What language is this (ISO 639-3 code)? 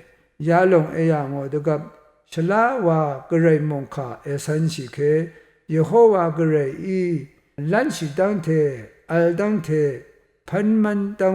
raw